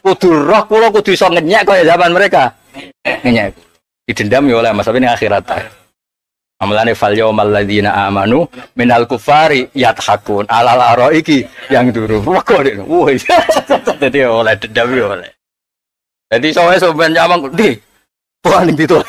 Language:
Javanese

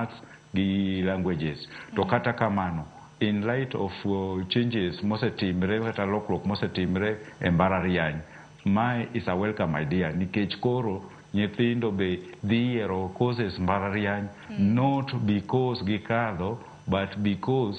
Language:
Luo (Kenya and Tanzania)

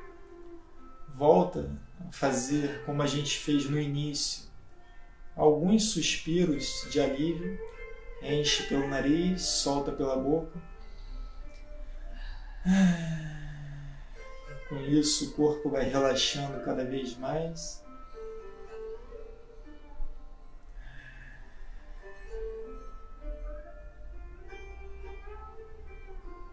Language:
Portuguese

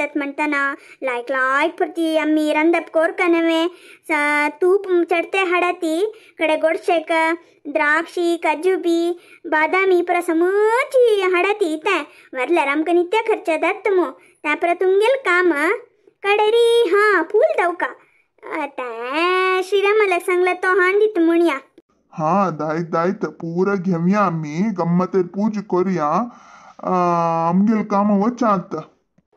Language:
Konkani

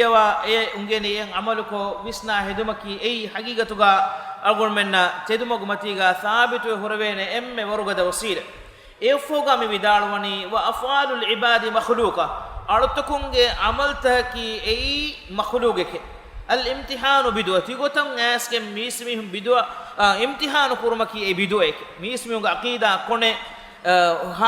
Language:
Divehi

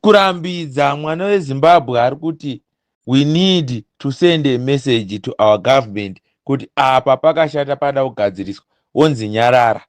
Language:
Shona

